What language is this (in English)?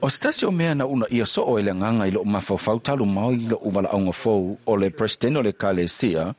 Samoan